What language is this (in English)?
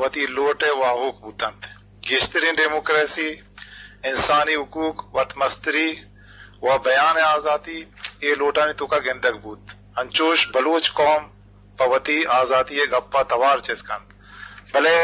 Eastern Balochi